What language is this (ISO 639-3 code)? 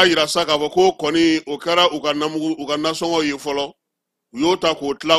bam